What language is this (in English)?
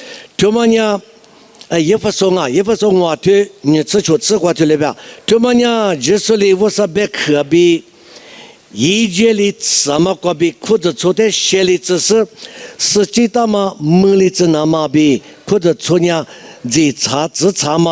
Lisu